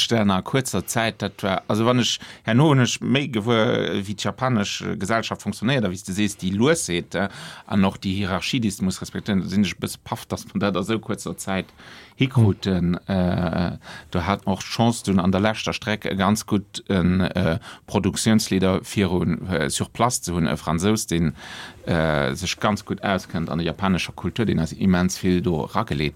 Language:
Luxembourgish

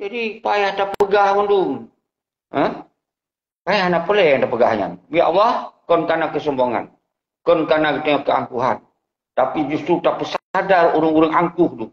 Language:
Achinese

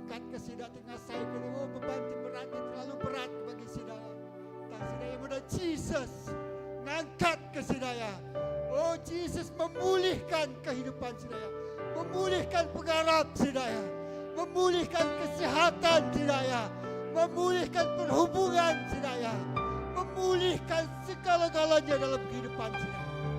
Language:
Iban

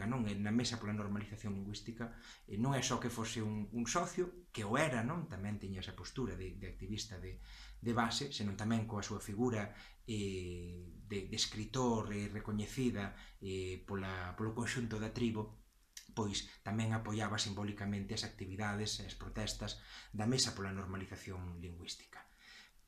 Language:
Galician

